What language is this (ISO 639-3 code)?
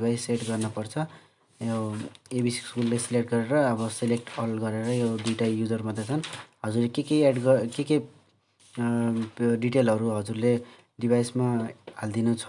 nep